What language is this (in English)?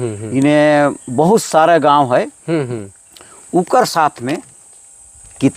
Sadri